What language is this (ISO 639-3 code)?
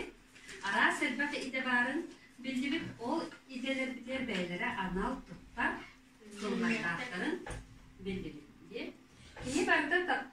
sah